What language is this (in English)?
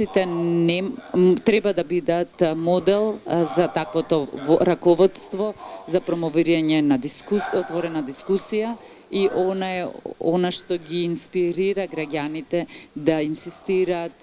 Macedonian